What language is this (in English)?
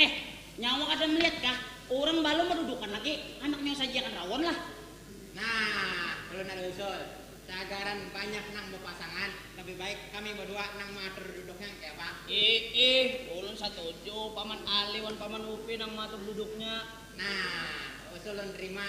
Banjar